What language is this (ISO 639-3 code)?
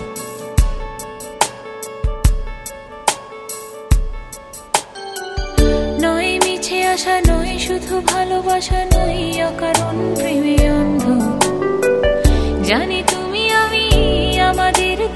ben